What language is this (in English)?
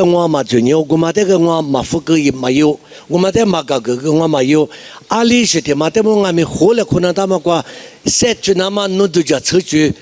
Lisu